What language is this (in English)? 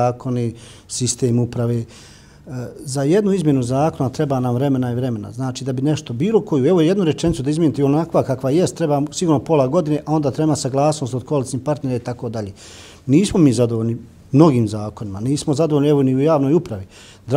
Bosnian